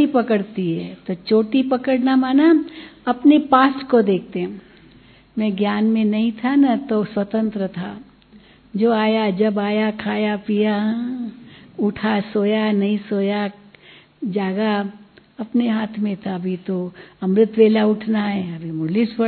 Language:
Hindi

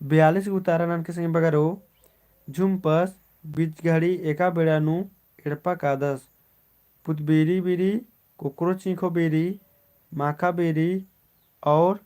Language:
Kurukh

